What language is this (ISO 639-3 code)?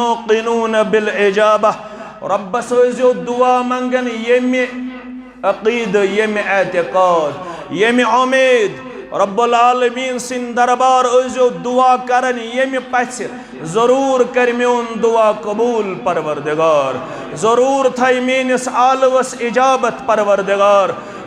kas